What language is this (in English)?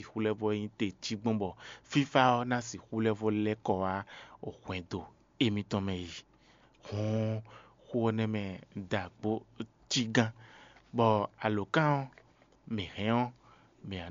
Fon